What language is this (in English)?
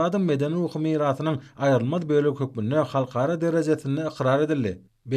Turkmen